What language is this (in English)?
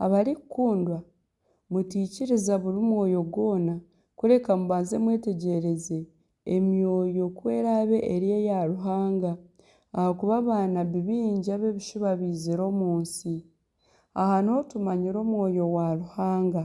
Nyankole